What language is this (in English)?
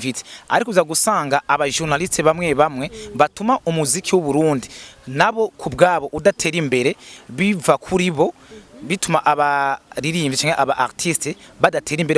Rundi